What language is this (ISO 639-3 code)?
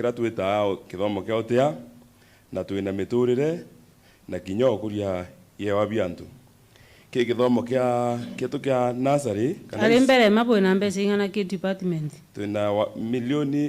mer